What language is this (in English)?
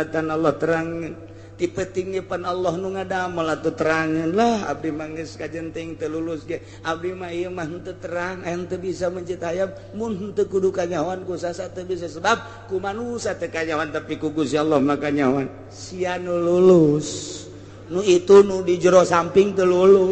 Sundanese